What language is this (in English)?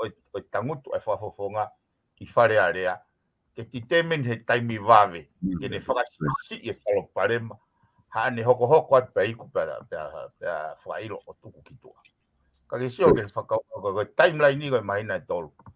Tongan